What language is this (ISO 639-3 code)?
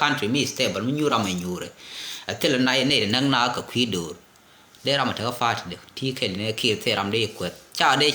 nus